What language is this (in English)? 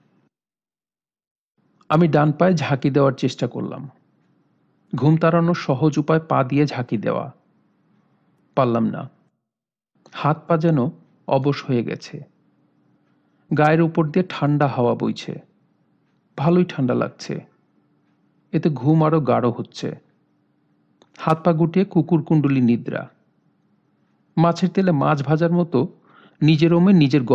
Bangla